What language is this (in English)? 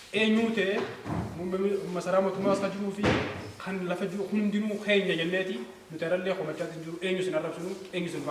Oromo